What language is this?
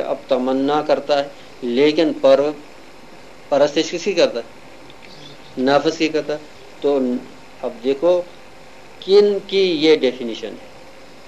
Urdu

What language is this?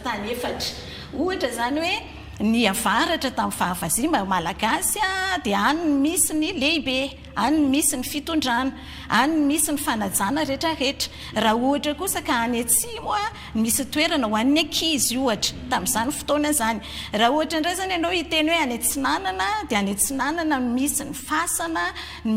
Malagasy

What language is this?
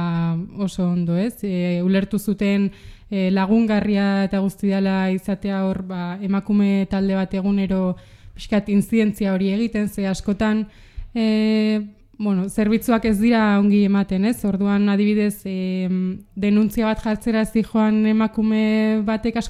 Basque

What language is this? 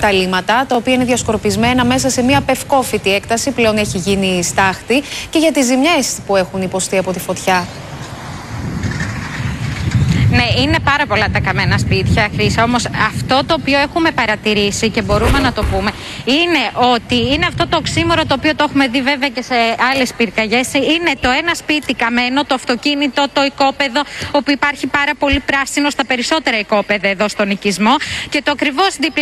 Greek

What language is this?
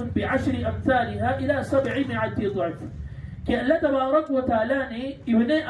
Urdu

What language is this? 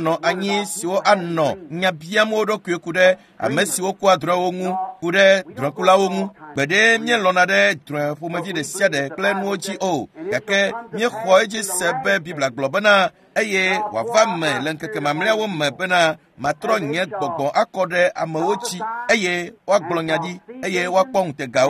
Ewe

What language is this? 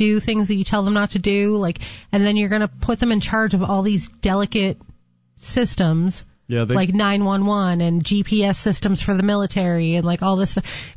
English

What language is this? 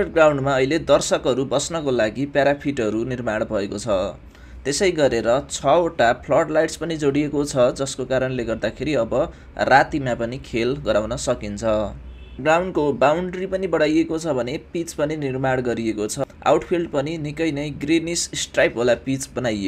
Nepali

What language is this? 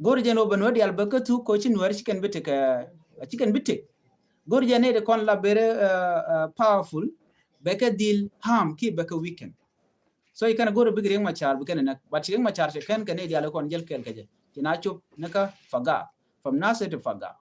Nuer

